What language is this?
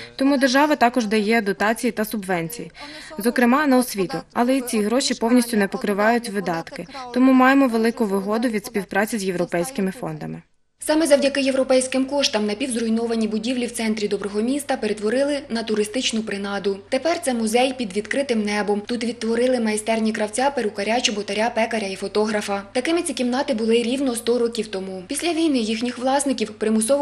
Ukrainian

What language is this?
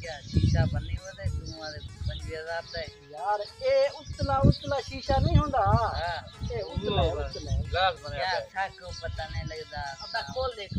Saraiki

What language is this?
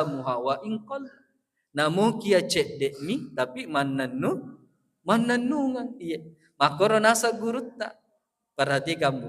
Buginese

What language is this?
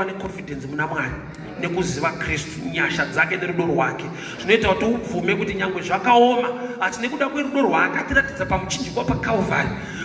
Shona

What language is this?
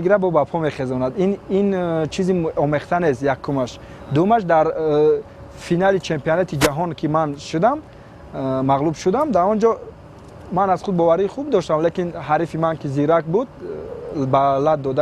Tajik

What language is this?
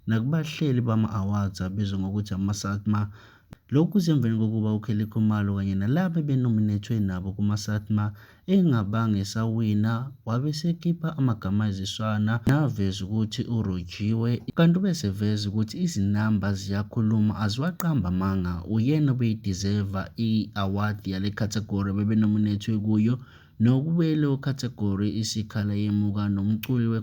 Zulu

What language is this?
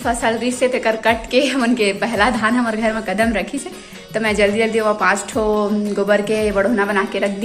Chhattisgarhi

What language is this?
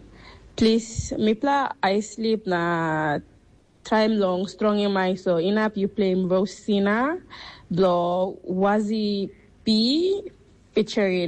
Tok Pisin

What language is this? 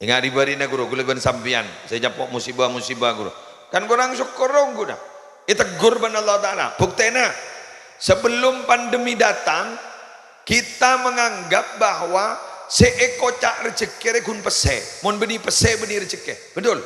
Madurese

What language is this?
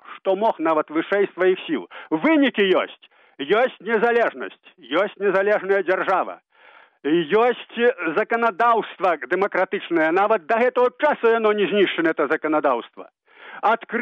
Belarusian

